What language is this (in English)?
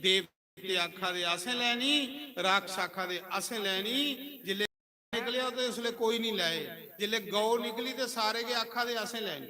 Dogri